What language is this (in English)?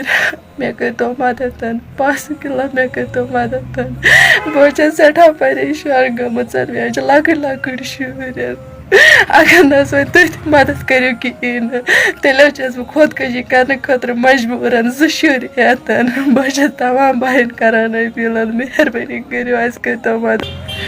Kashmiri